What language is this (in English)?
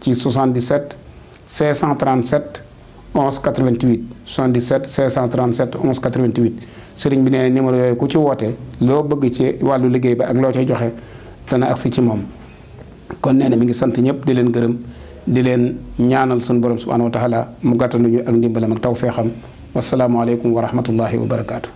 Wolof